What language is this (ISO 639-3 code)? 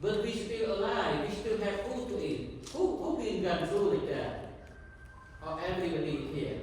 cmo